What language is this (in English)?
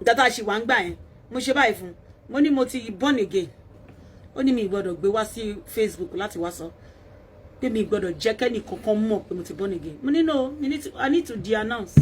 Yoruba